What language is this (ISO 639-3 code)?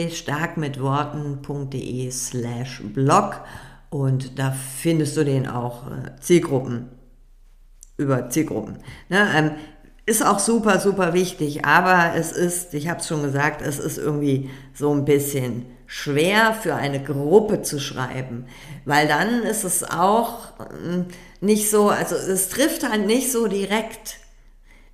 deu